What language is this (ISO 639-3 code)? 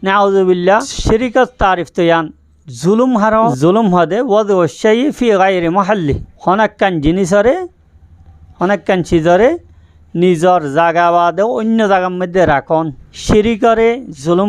rhg